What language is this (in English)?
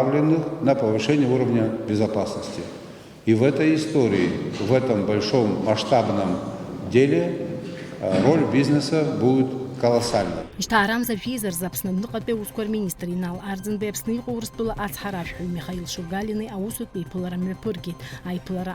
Abkhazian